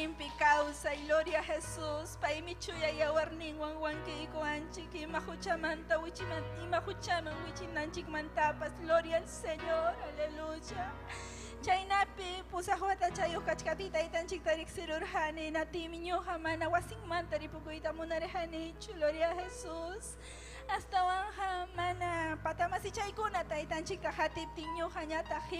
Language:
Ayacucho Quechua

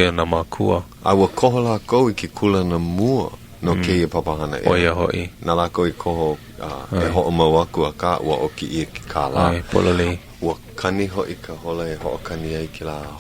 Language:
Hawaiian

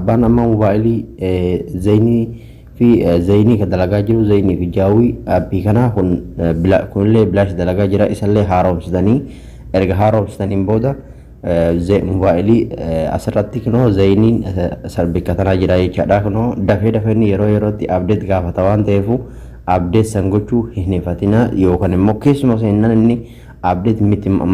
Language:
Oromo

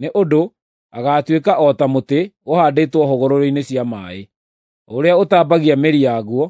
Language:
Kikuyu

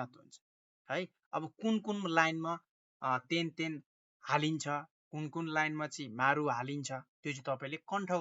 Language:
Nepali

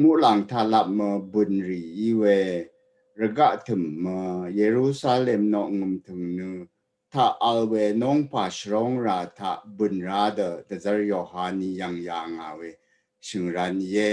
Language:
Rawang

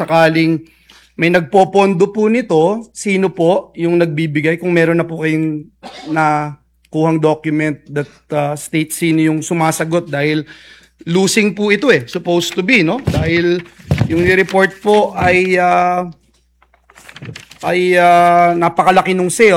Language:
Filipino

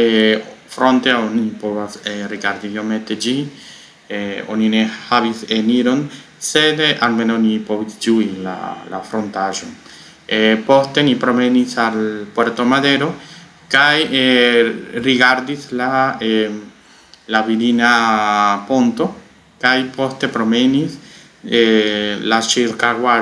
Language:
Esperanto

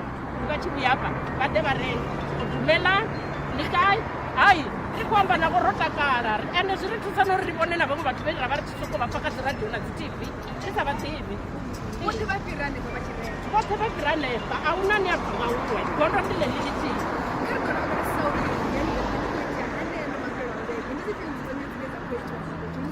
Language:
Venda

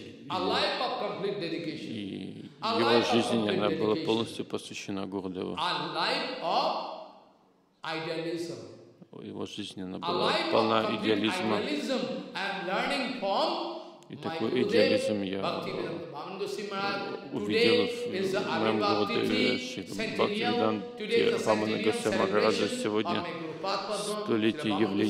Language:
Russian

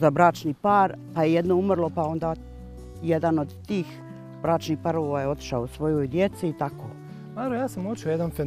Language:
Bosnian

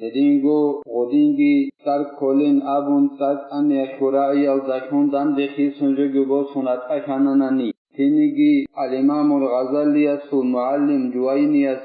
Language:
Avaric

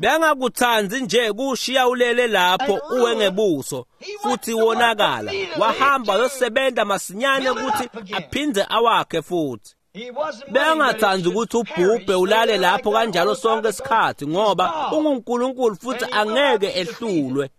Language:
Swati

